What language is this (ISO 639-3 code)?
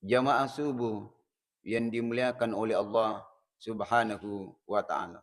bug